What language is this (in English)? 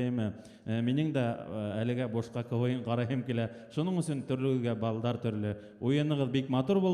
Bashkir